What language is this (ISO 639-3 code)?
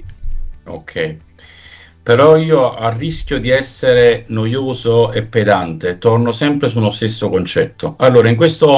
ita